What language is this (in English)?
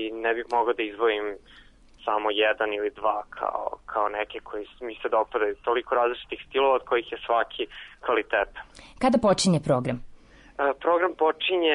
Serbian